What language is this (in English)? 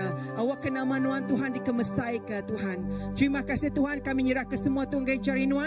Iban